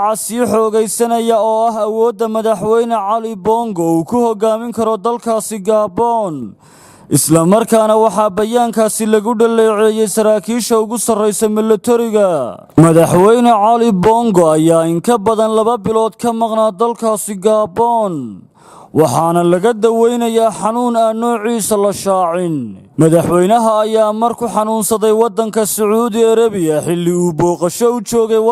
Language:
Somali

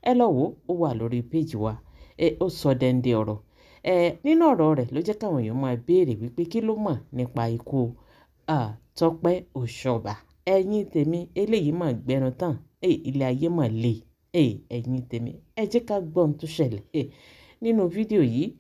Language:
Yoruba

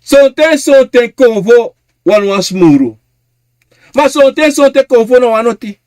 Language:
Sranan Tongo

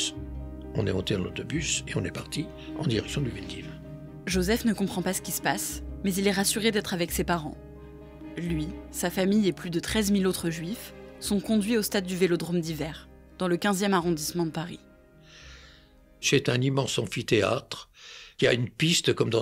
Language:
French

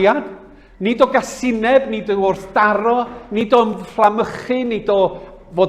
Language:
Welsh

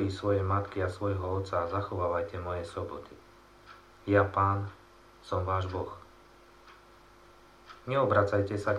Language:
Slovak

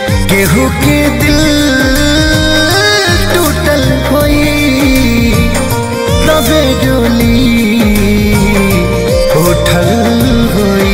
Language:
Bhojpuri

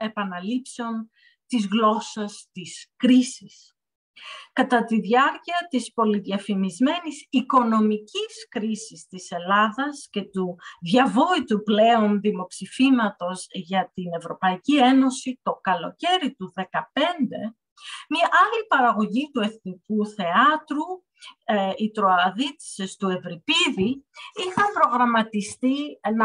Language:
Greek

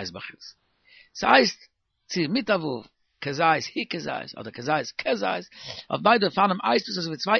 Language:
Yiddish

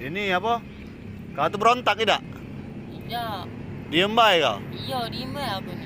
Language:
Musi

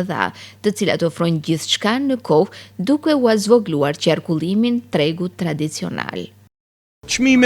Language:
Albanian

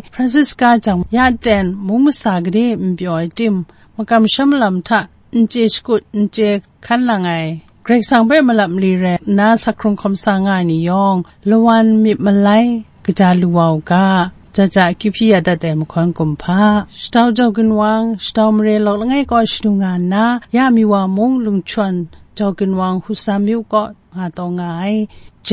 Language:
Kachin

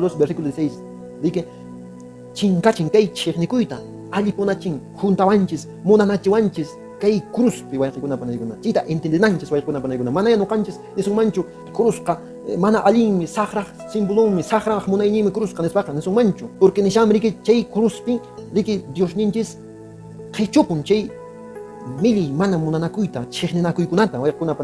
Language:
Quechua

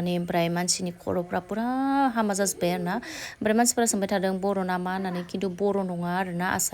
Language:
Bodo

